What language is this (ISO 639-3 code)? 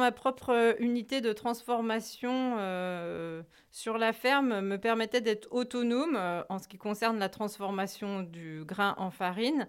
fra